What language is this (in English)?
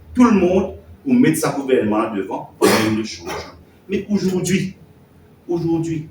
Morisyen